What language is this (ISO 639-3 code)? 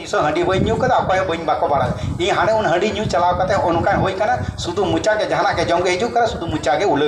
sat